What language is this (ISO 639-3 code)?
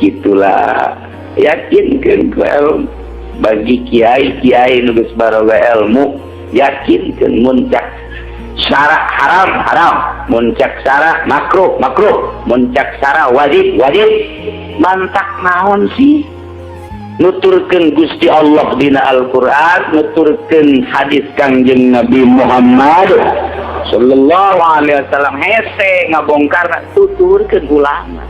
sun